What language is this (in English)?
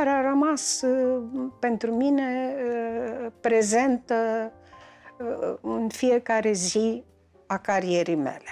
Romanian